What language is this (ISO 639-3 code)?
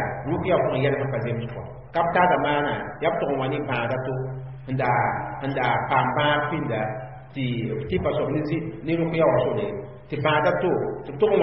mos